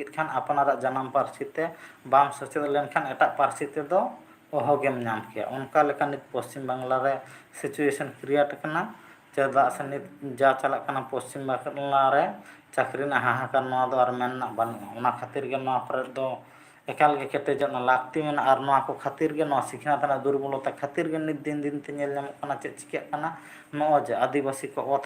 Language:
Santali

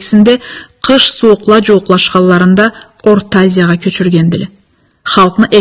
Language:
Karachay-Balkar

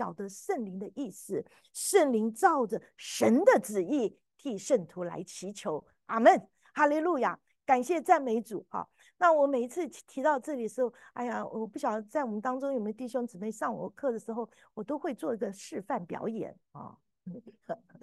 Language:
Chinese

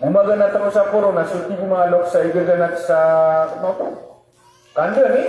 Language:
Maranao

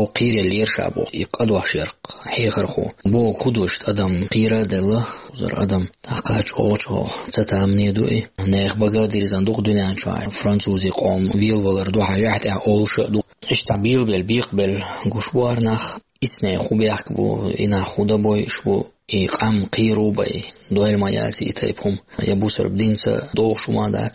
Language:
Chechen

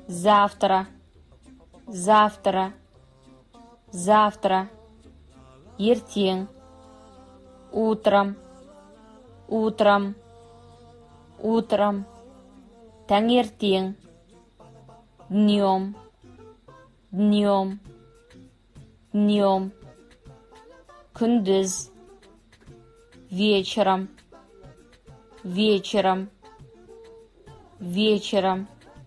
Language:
Kazakh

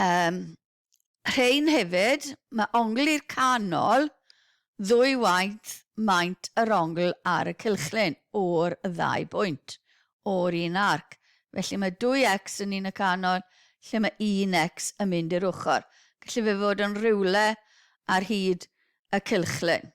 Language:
Welsh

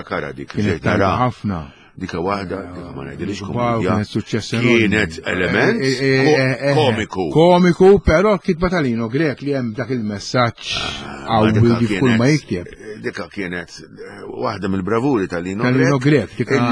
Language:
Maltese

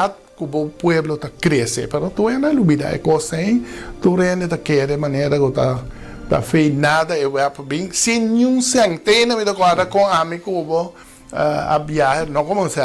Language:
Papiamento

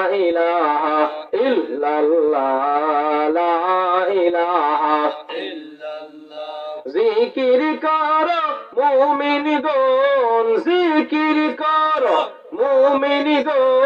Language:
Sylheti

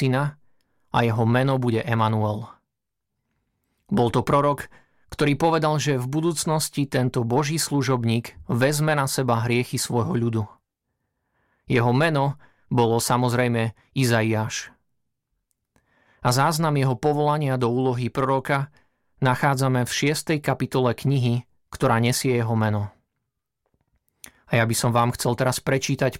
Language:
Slovak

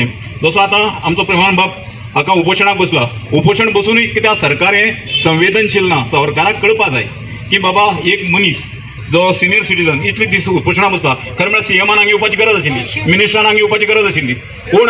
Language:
Konkani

